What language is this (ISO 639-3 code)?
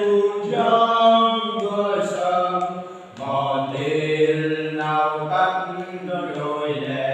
cmo